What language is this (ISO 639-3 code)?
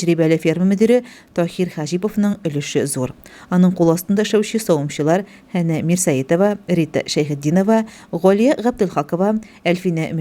tat